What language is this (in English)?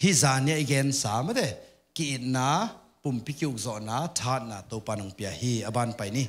Tedim Chin